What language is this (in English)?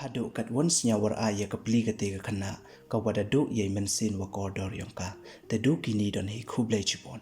Pnar